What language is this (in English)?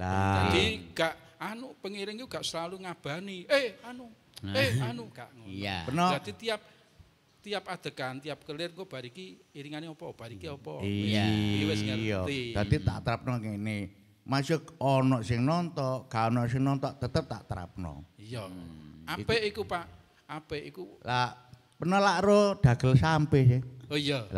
Javanese